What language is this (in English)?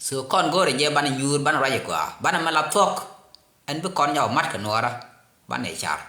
Nuer